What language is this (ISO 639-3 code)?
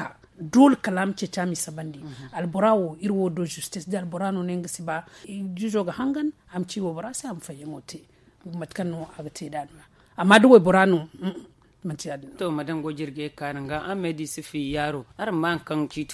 dje